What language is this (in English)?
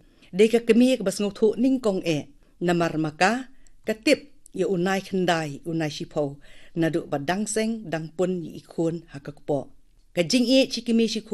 Khasi